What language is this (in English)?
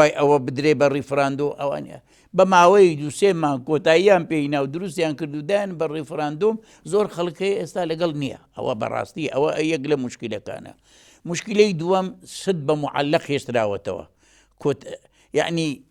Central Kurdish